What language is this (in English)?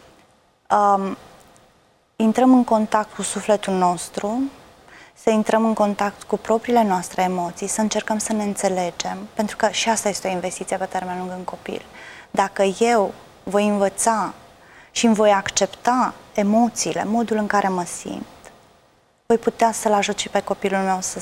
Romanian